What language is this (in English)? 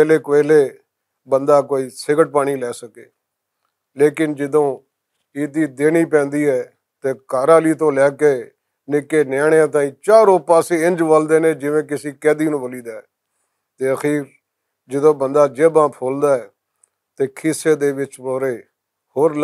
Western Panjabi